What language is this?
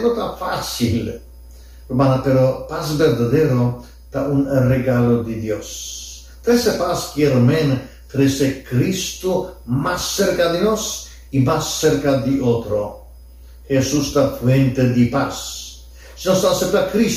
Papiamento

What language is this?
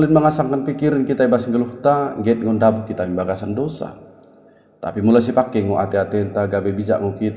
Batak Dairi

